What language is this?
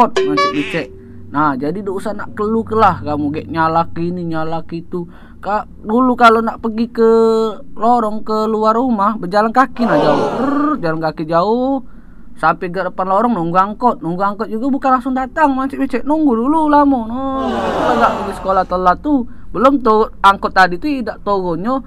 Musi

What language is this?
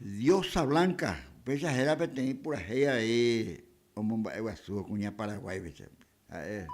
Guarani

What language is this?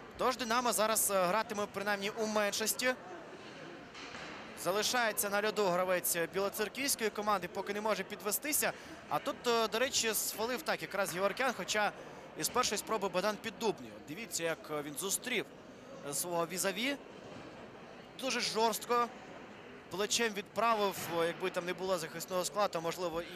Ukrainian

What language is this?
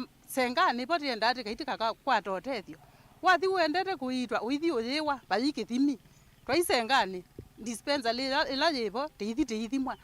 Kamba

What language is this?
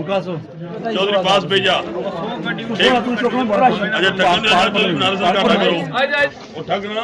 Pahari-Potwari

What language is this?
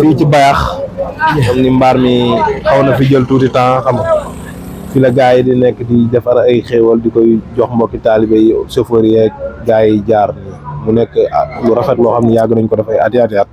Wolof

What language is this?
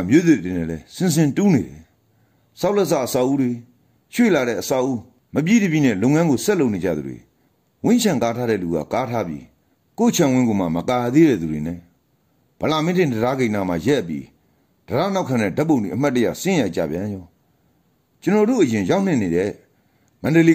Burmese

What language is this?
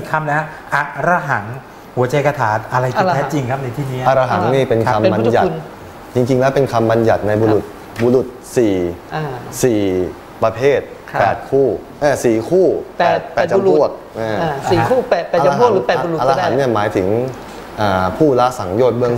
Thai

